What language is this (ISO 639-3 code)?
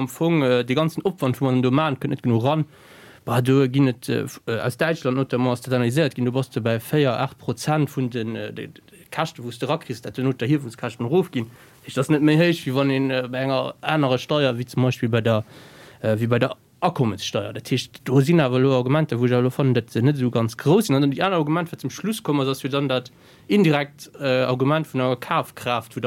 ltz